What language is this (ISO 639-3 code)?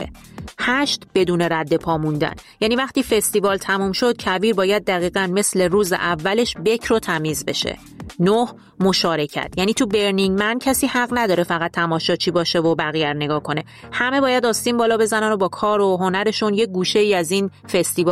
fas